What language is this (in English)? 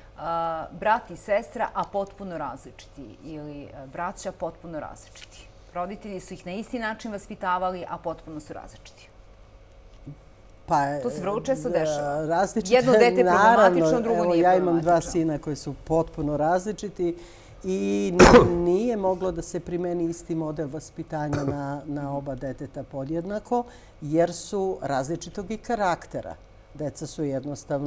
Serbian